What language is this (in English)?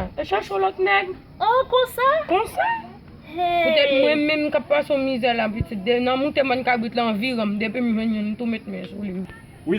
Haitian Creole